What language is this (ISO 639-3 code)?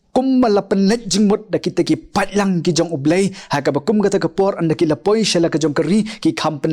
kha